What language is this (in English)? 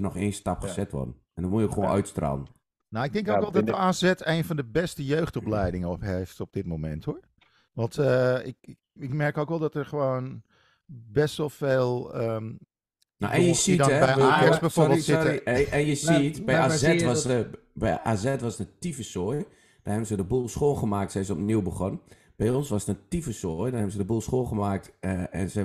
Dutch